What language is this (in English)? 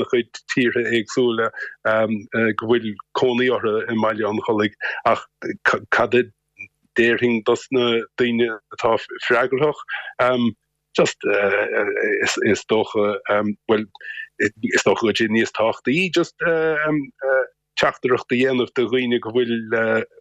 Irish